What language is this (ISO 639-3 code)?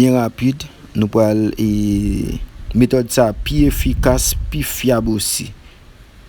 hat